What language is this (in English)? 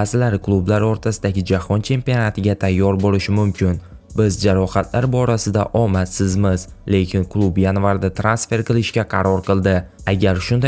Uzbek